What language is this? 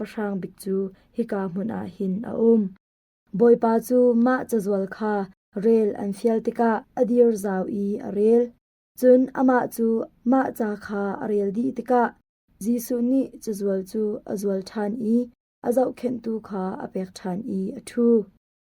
Hakha Chin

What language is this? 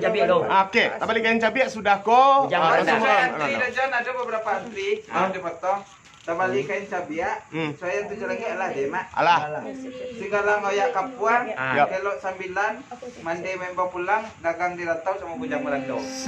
Minangkabau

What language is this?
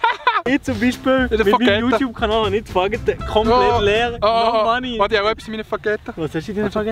Swiss German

